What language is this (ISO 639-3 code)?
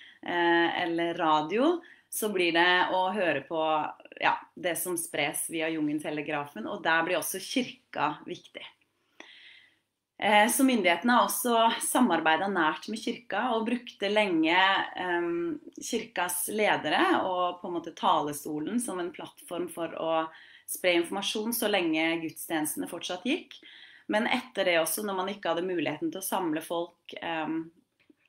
nor